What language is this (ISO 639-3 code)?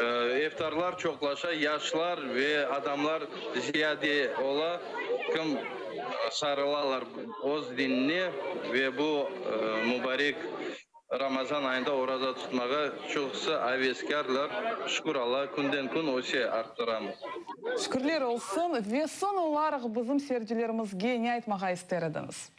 crh